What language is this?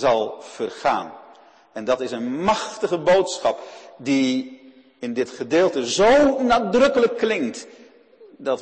Dutch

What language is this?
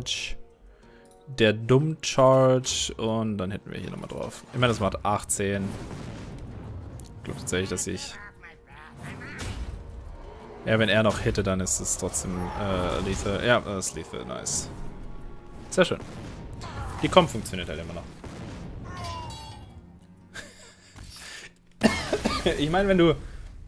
German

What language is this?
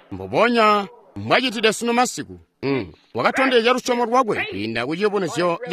Tonga (Zambia)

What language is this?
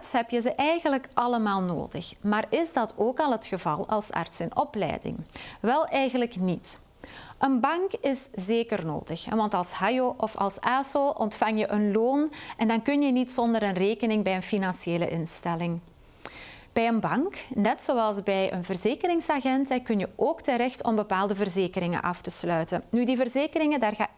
Dutch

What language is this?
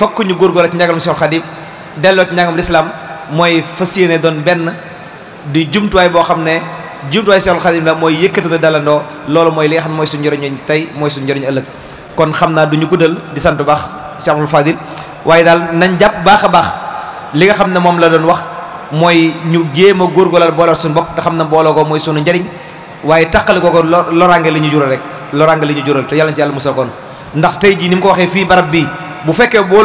Wolof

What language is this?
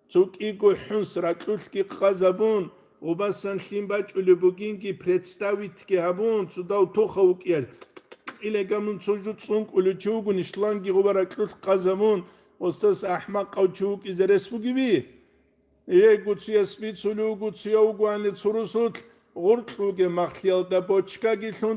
Avaric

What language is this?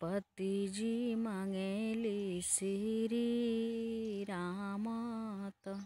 Bhojpuri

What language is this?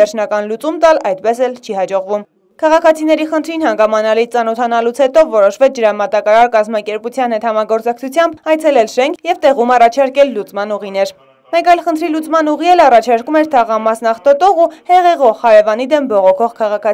Armenian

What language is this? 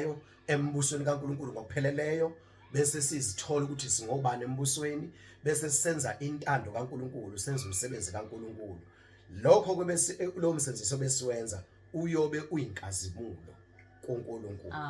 Zulu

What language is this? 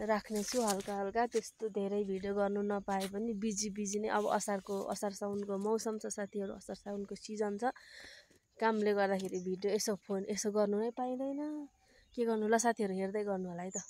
Nepali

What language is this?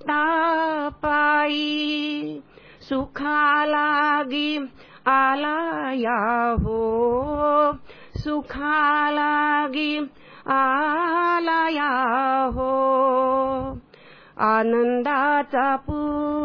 Marathi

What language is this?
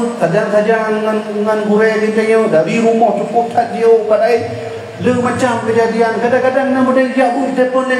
Achinese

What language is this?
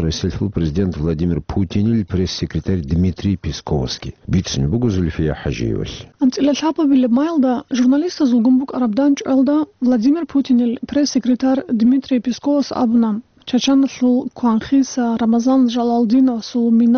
Avaric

